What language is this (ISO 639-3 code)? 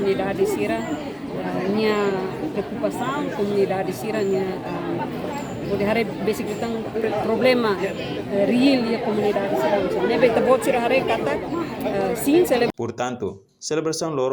tet